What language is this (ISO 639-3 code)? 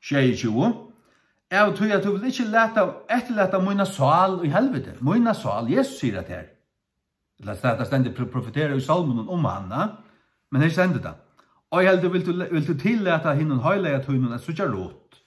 fao